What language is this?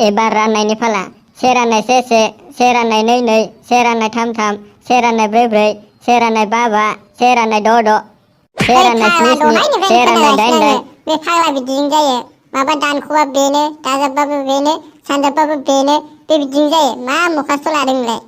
Bodo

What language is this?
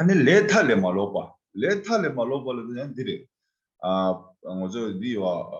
Tibetan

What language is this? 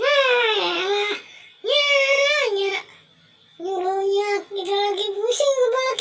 Betawi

